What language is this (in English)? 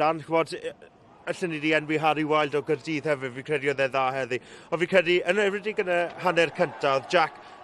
Welsh